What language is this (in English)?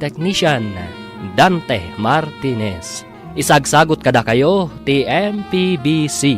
Iloko